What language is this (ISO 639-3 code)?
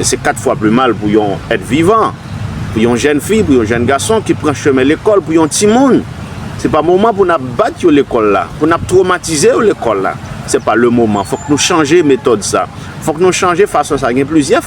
hat